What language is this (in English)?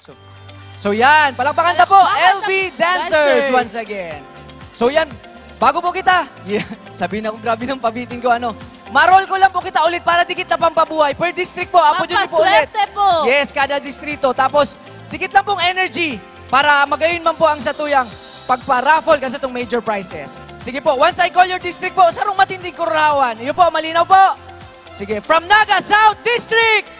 Bikol